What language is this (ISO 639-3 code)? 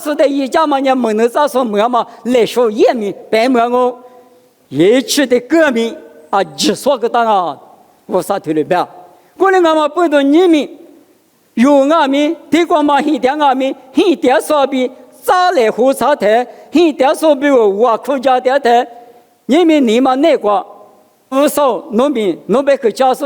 lis